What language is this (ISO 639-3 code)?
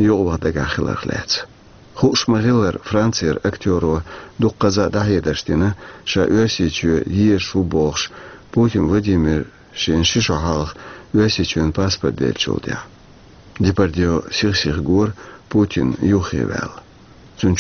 che